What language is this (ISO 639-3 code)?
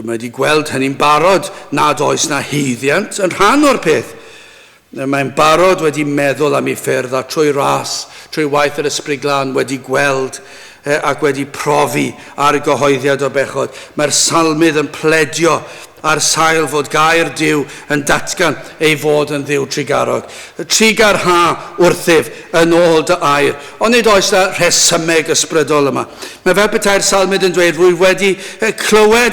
cym